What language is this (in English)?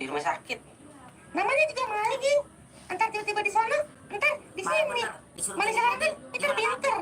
Betawi